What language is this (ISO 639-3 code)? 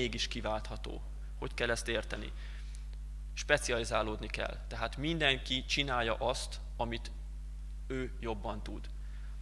hun